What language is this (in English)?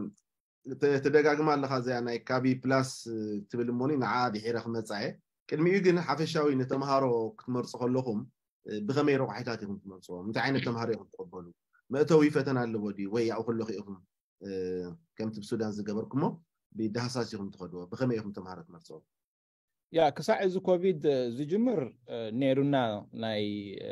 Tigrinya